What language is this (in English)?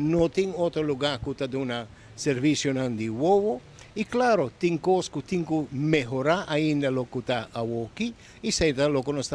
Papiamento